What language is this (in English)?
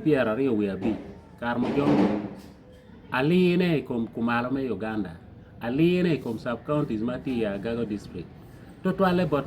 Acoli